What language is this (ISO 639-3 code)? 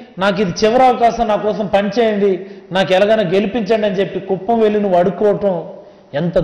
tel